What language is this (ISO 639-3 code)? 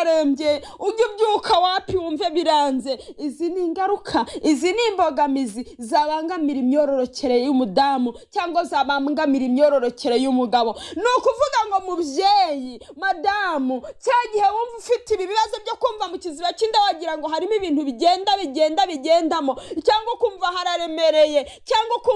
kin